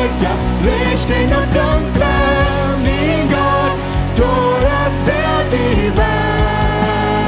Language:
Plautdietsch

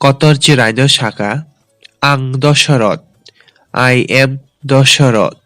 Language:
Kok Borok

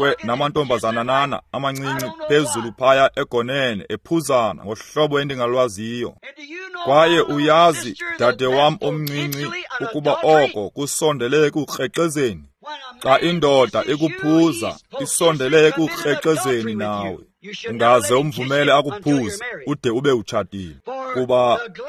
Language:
Xhosa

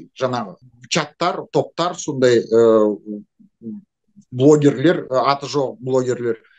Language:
Kazakh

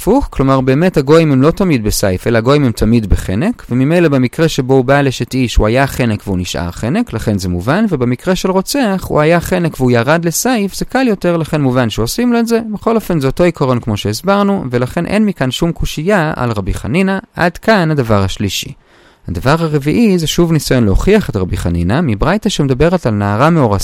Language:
Hebrew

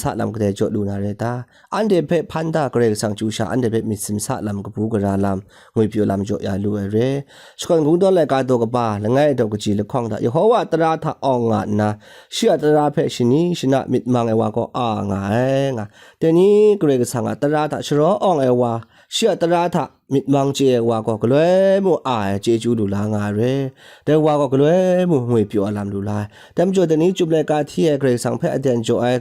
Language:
Kachin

